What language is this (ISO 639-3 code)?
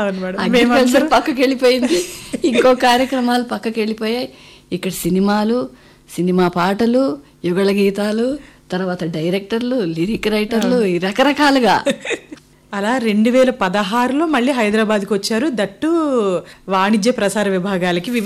tel